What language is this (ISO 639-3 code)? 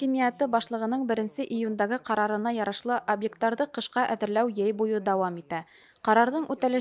bak